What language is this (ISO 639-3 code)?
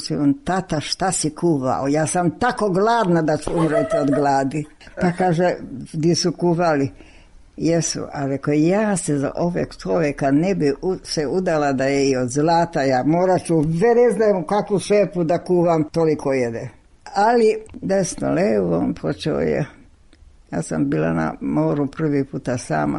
srp